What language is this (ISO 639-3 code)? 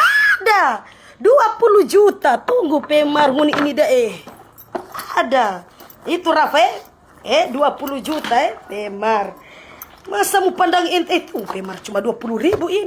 xmm